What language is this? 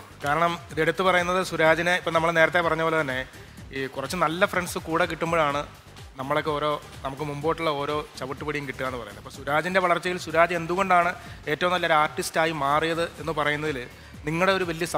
Malayalam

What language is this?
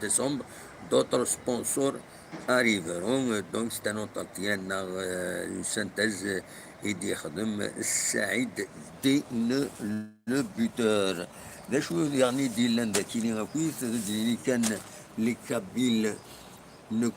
Kabyle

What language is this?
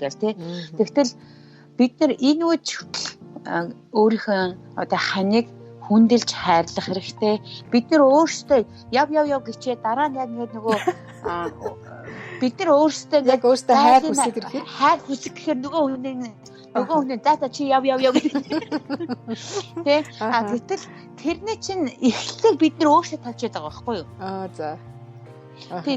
Mongolian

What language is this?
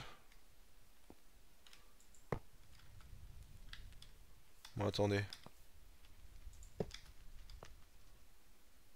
French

